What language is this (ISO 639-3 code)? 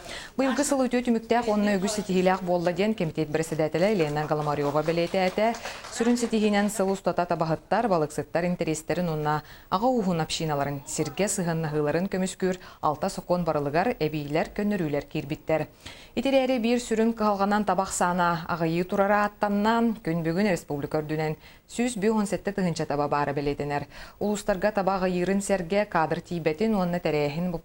sah